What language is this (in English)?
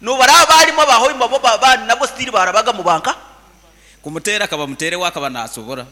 Nyoro